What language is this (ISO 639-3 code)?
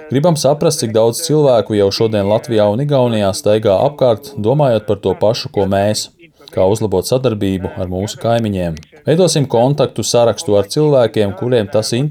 lav